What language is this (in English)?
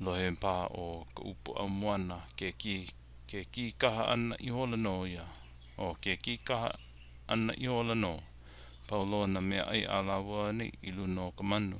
Hawaiian